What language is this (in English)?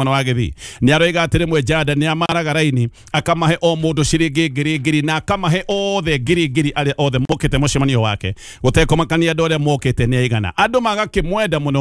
Kikuyu